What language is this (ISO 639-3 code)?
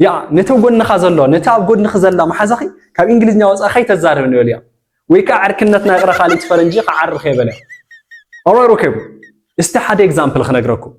tir